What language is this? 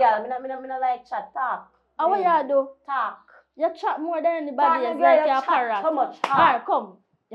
Jamaican Creole English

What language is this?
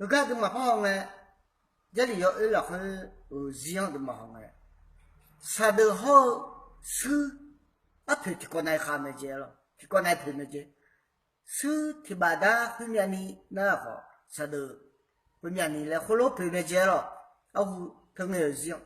Akha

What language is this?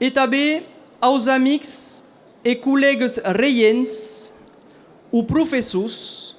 Occitan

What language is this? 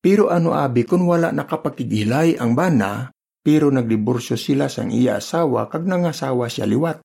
Hiligaynon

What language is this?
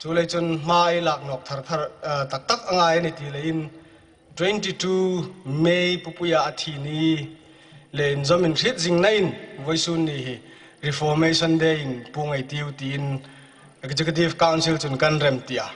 Hmar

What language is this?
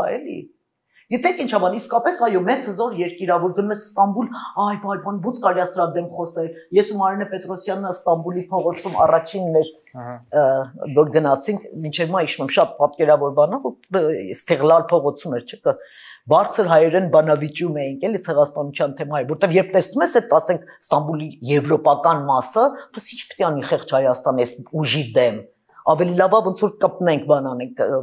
Armenian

